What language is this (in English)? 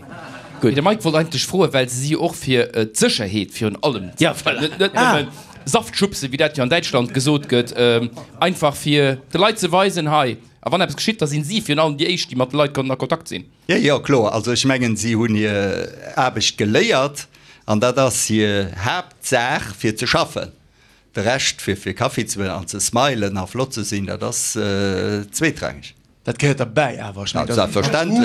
Luxembourgish